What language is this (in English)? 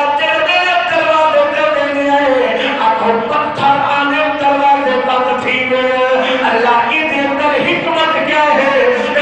Saraiki